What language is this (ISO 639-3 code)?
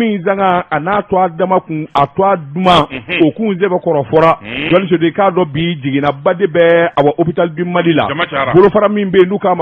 bam